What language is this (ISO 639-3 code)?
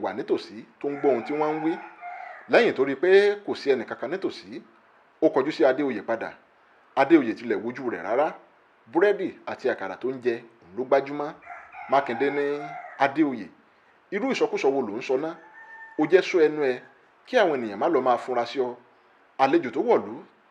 yor